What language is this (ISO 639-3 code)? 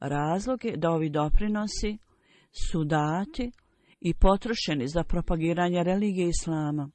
bos